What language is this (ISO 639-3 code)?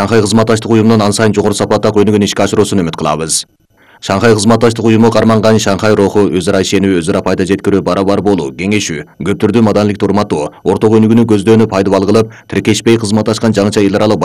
kir